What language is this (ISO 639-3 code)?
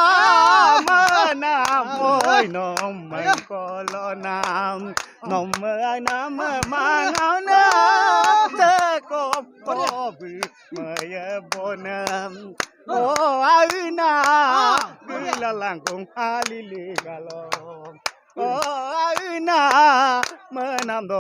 asm